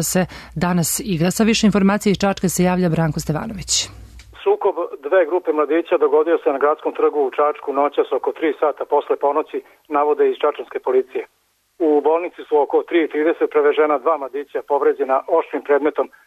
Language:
Serbian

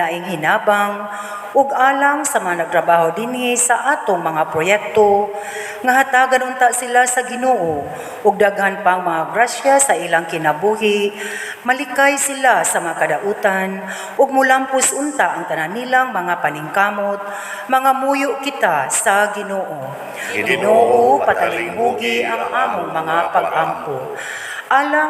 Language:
Cebuano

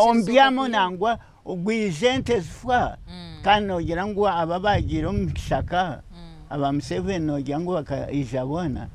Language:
Nyankole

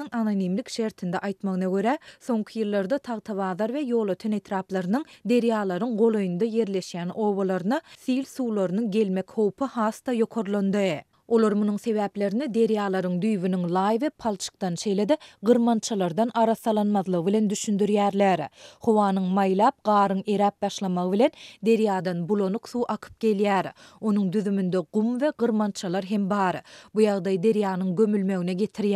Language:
Turkmen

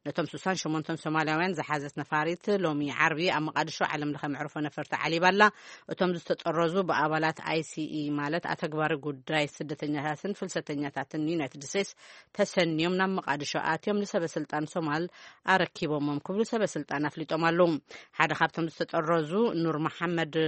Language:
Tigrinya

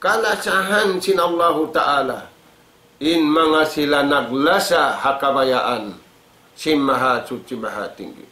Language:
Tausug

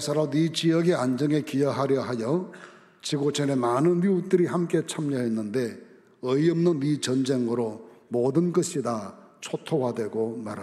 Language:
Korean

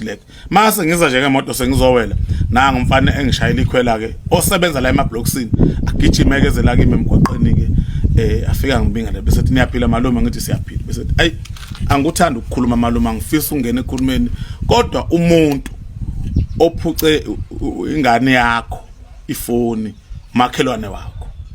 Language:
Zulu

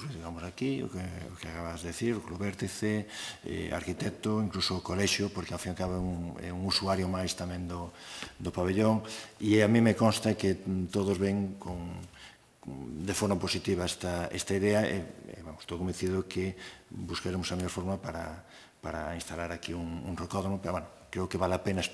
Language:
Galician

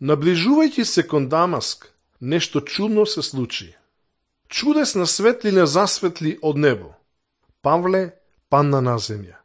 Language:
Macedonian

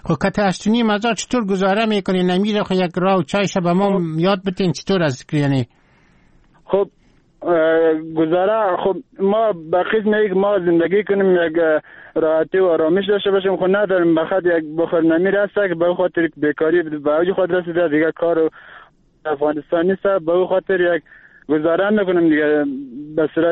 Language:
Persian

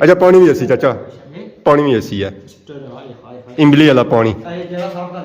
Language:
Pahari-Potwari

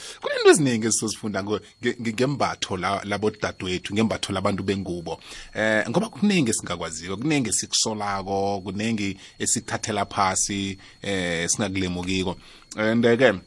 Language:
South Ndebele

